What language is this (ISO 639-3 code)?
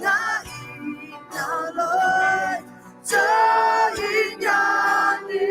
ahk